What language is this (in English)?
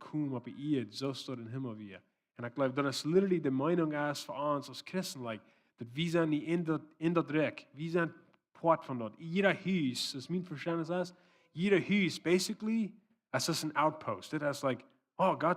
Plautdietsch